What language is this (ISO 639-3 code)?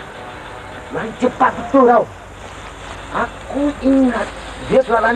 msa